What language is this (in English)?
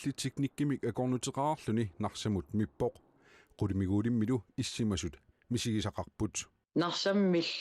Kalaallisut